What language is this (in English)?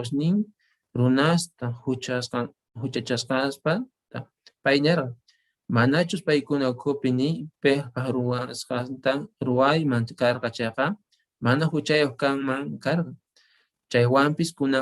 Quechua